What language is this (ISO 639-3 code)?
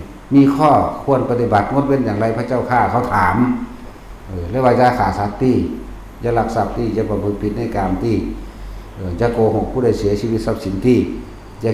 lao